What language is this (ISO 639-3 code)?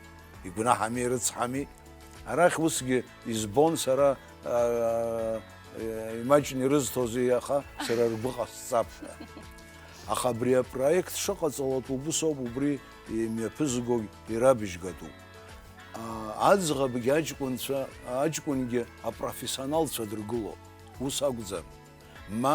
abk